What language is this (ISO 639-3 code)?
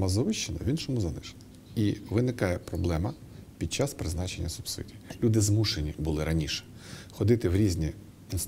ukr